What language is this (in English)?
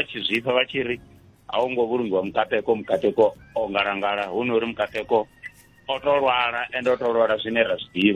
Venda